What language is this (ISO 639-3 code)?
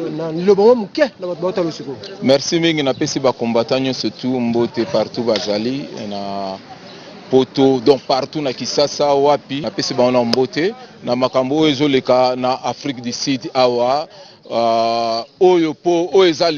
lin